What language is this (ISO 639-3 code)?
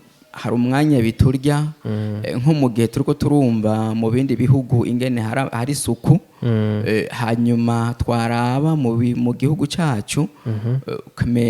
run